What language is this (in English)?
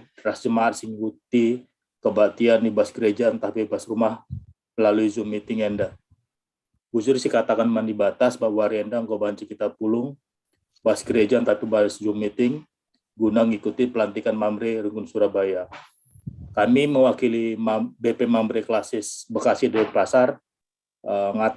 Batak Karo